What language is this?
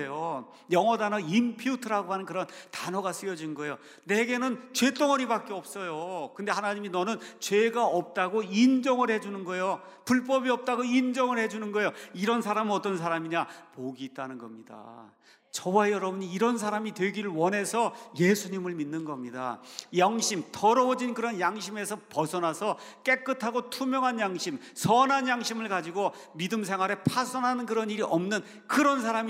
Korean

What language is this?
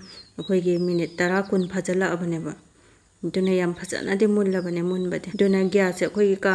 Manipuri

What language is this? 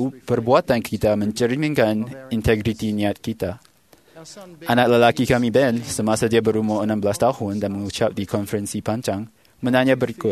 Malay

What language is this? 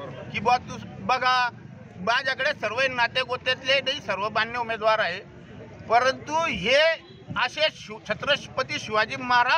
Marathi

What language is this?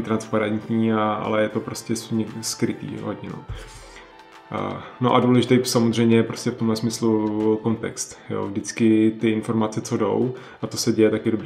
Czech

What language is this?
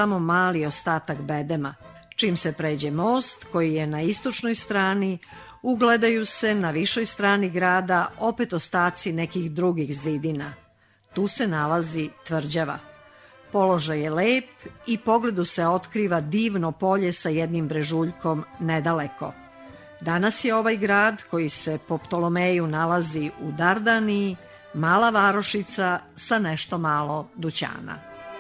Serbian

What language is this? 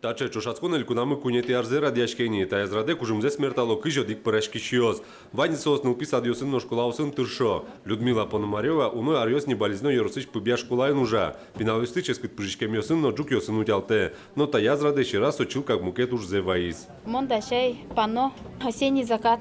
Udmurt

